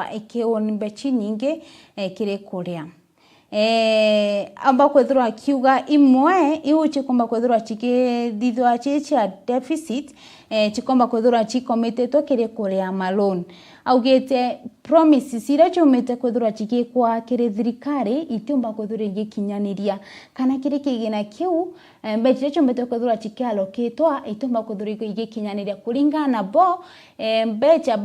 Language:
Meru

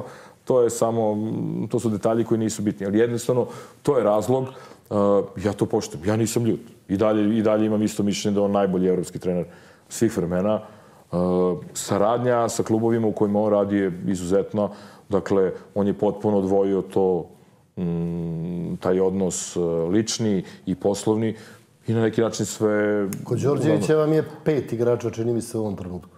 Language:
Serbian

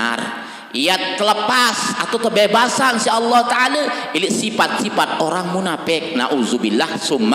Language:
Sasak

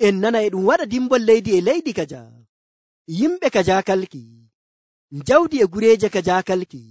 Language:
Nigerian Fulfulde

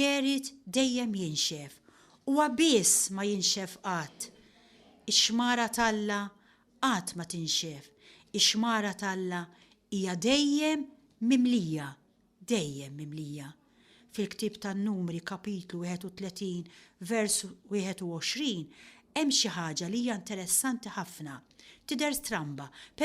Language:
Maltese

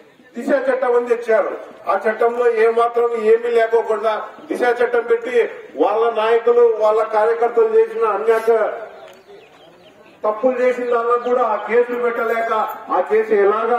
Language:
Telugu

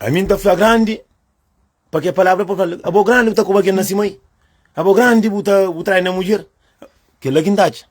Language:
Kabuverdianu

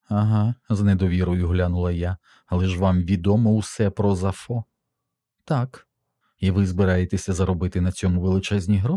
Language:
Ukrainian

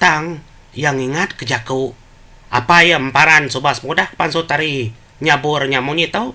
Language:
Iban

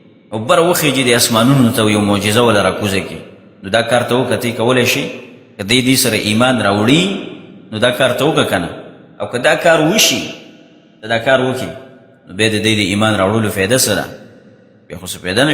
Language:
Pashto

